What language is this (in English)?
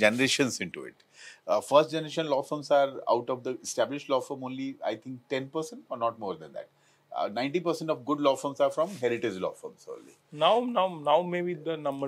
English